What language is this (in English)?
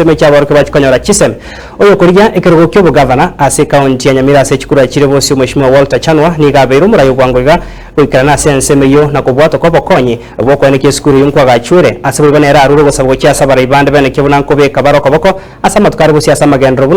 Gusii